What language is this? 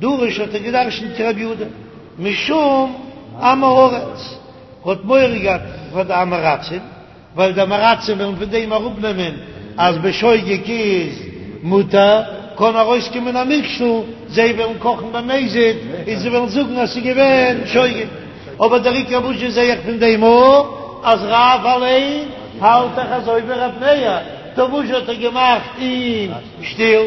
Yiddish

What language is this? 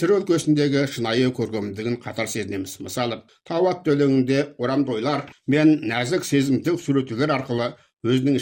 Kazakh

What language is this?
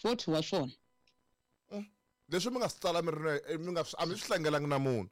Tsonga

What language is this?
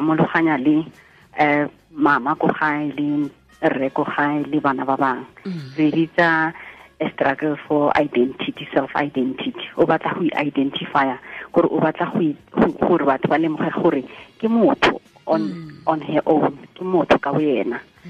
Tswana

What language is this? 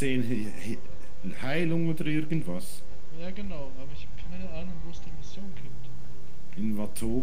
Swiss German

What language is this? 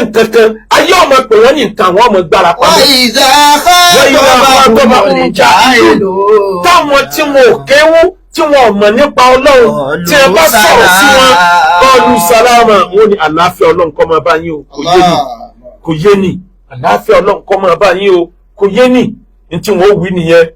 Yoruba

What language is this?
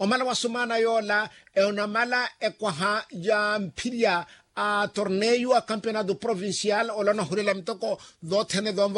Makhuwa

